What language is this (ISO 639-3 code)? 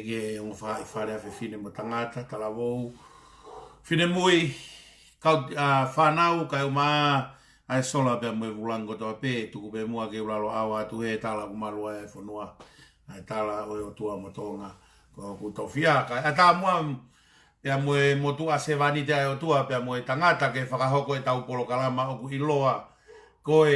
ton